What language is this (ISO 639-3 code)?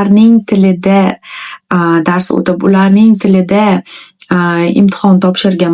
uzb